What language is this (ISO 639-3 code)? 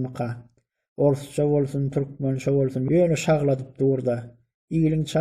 tuk